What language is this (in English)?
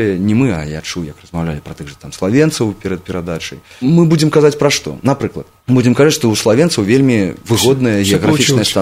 Belarusian